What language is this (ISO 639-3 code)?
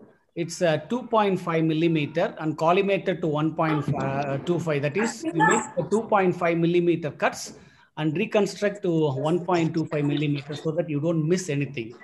eng